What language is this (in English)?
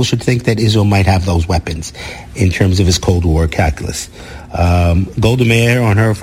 English